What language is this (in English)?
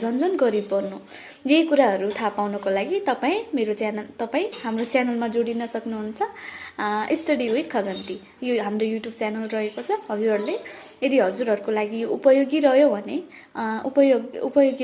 Nepali